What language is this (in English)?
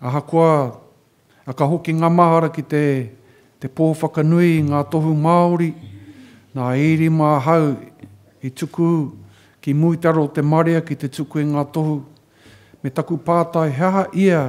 Māori